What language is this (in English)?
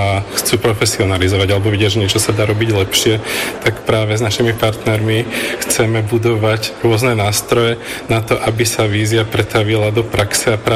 Slovak